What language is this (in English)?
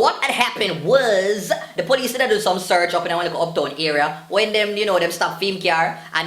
Jamaican Creole English